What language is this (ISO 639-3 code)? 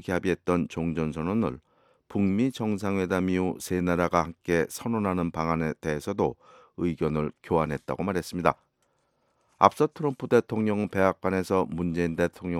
kor